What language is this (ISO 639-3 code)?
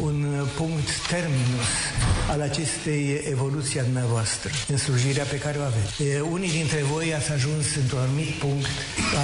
ron